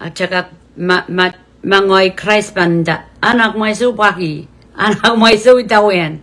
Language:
Pohnpeian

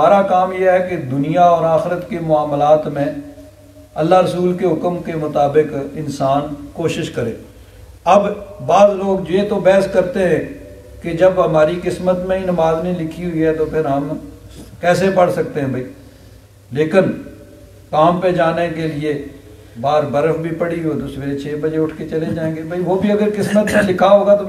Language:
Urdu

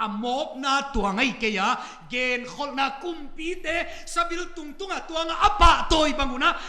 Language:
Paite Chin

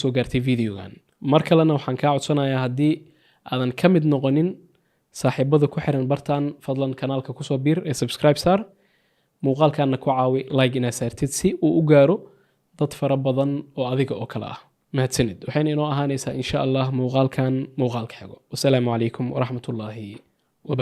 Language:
Somali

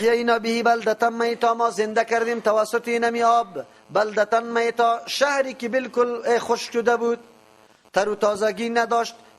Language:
Persian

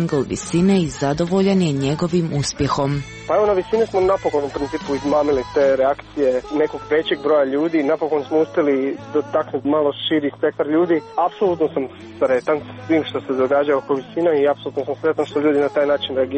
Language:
Croatian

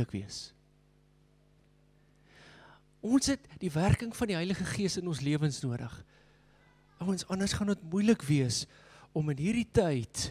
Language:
Afrikaans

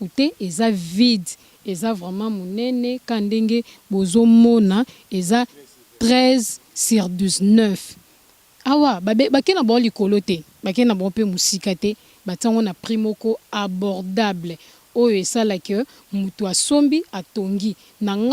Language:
Lingala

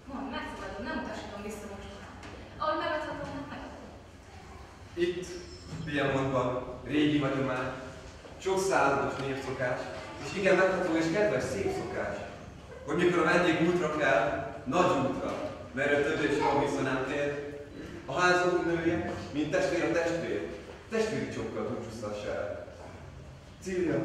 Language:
Hungarian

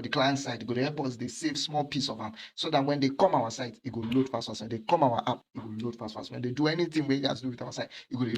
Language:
Nigerian Pidgin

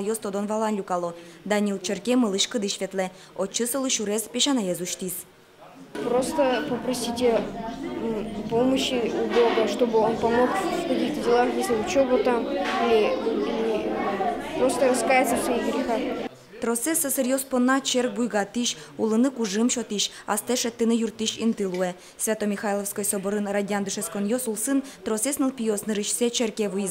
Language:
Udmurt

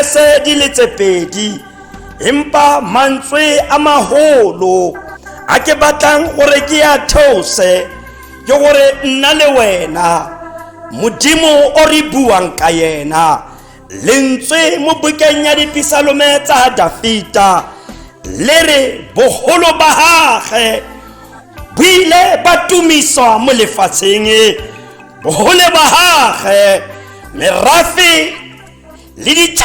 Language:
Tswana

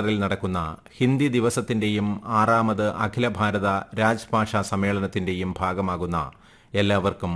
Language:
Malayalam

